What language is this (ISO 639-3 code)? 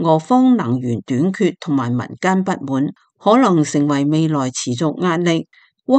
yue